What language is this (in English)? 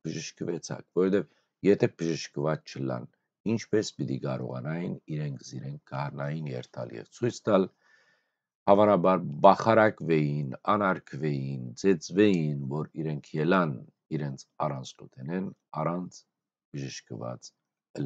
Western Armenian